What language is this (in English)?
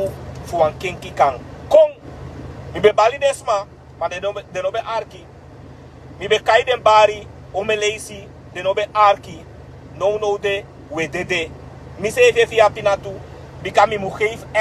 Sranan Tongo